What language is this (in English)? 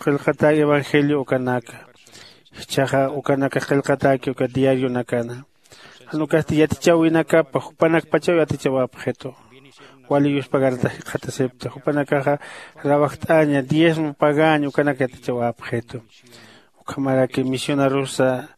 Aymara